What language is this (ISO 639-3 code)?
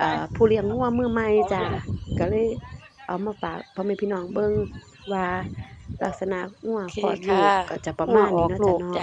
lao